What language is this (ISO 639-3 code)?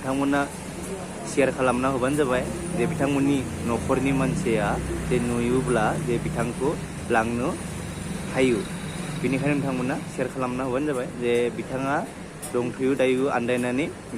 brx